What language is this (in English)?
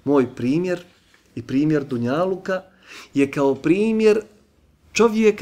Bosnian